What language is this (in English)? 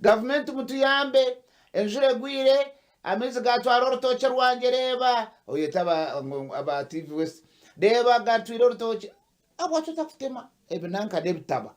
Nyankole